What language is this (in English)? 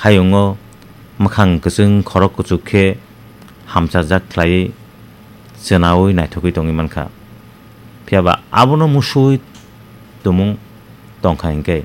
Kok Borok